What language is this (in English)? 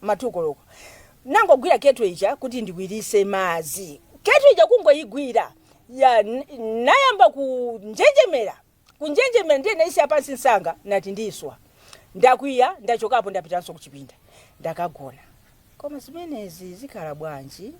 Nyanja